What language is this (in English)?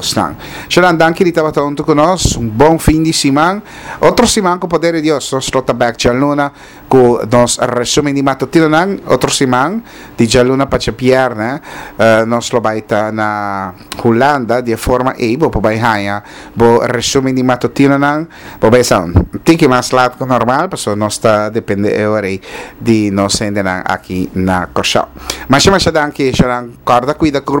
Papiamento